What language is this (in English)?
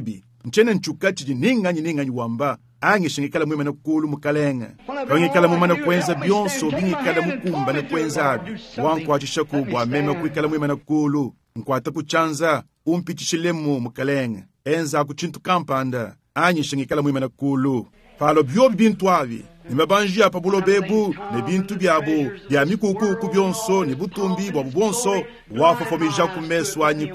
Luba-Lulua